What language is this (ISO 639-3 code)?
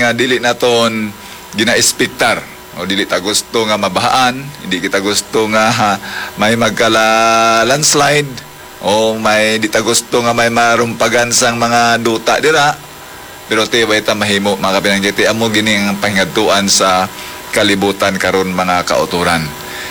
hil